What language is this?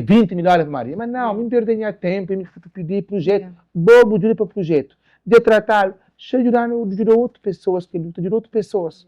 Kabuverdianu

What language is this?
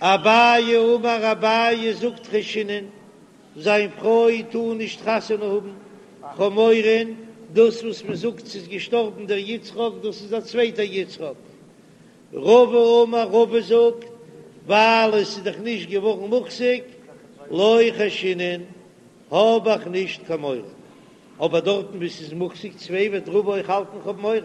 Yiddish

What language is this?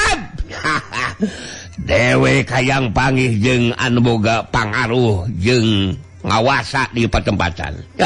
Sundanese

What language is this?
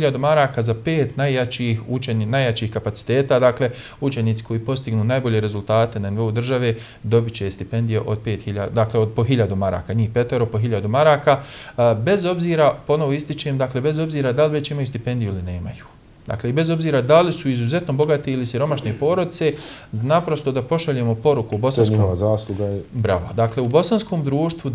Bosnian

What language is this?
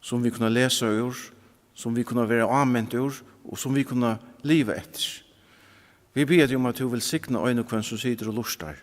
Faroese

